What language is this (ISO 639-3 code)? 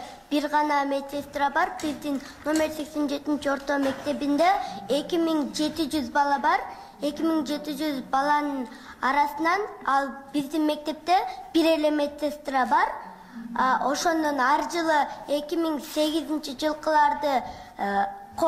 kir